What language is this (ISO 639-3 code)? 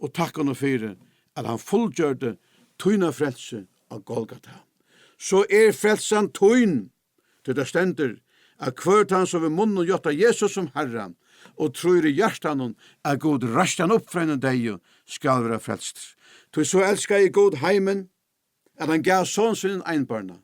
fao